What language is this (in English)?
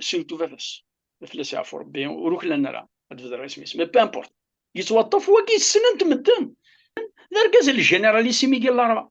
Kabyle